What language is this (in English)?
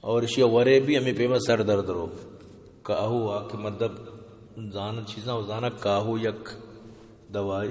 Baluchi